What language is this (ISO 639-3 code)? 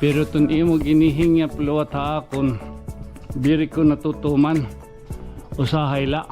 war